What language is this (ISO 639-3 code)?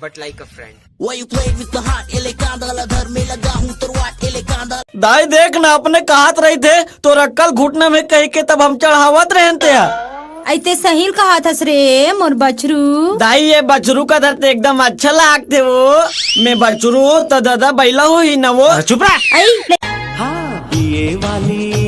hne